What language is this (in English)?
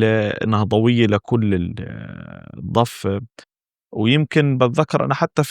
North Levantine Arabic